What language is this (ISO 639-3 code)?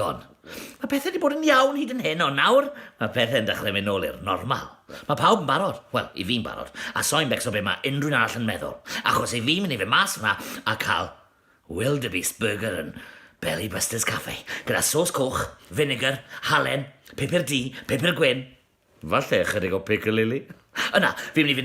cym